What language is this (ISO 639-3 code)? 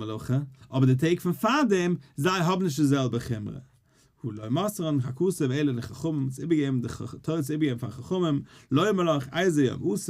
yid